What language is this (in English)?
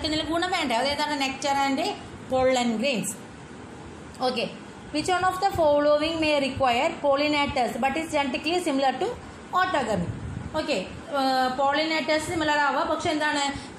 Malayalam